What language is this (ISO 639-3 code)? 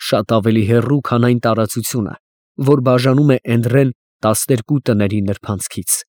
hye